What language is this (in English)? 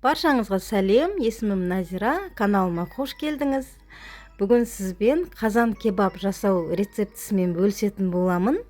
Kazakh